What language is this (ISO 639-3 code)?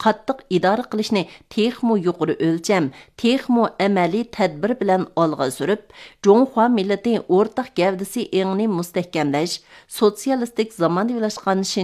uig